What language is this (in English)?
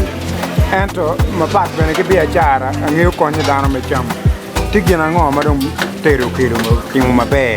Acoli